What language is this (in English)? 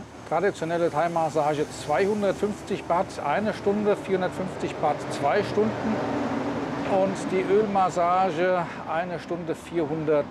German